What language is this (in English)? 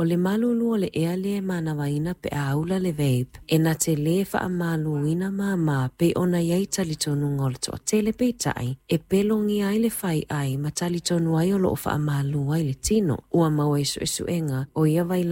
Samoan